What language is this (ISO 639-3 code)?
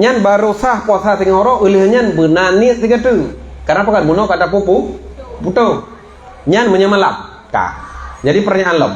ace